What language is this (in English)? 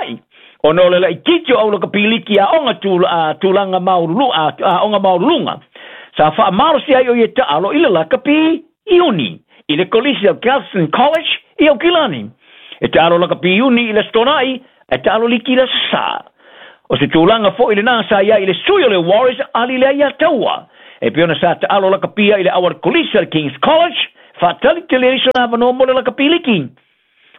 Samoan